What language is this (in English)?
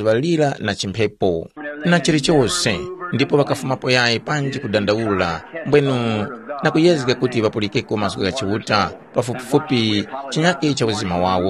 Tumbuka